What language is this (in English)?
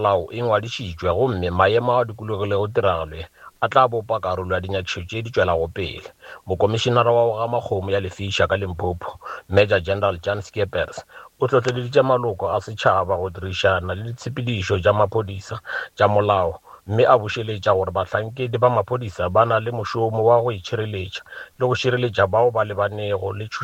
Northern Sotho